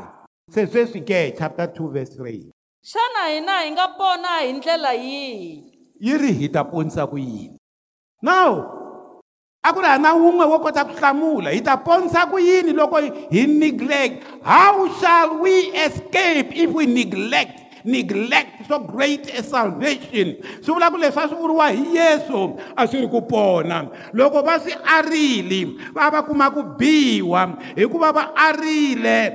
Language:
Tsonga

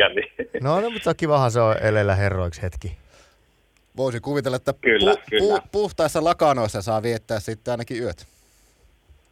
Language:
Finnish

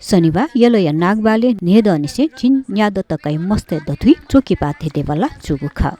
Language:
Newari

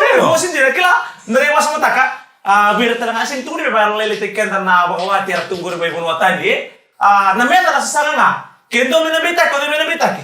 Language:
Fijian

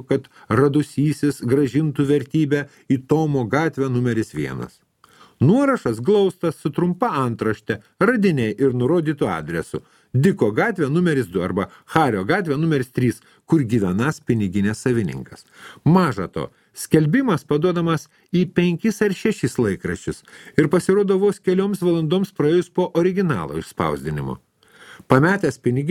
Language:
Lithuanian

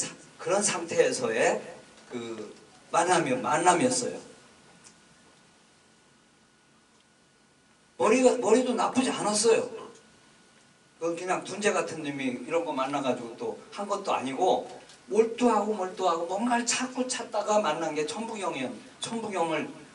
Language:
Korean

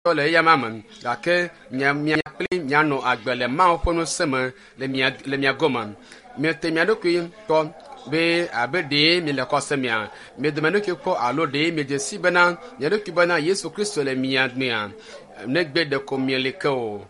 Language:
Ewe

